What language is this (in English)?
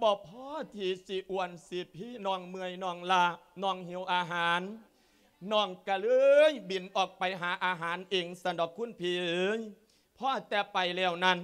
Lao